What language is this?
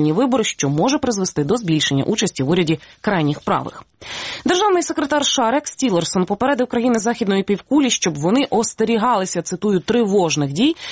Ukrainian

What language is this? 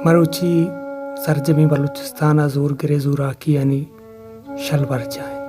Baluchi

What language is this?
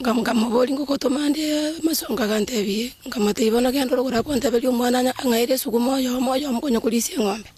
Gusii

